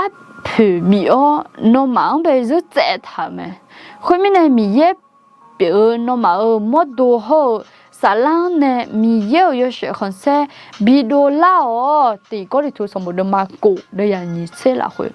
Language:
Akha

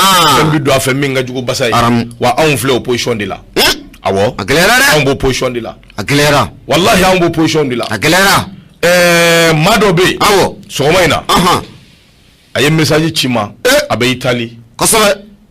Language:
Bambara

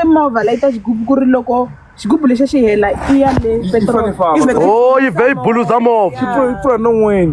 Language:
Tsonga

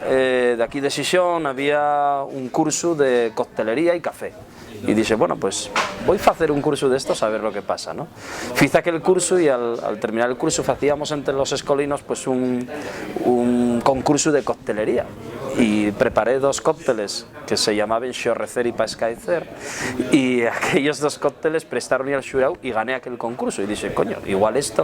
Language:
Asturian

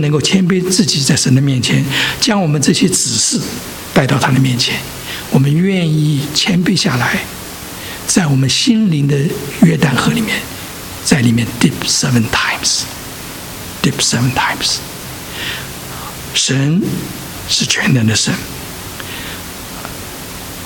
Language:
Chinese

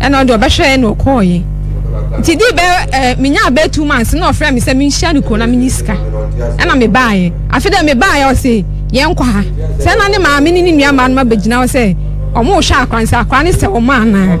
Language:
Akan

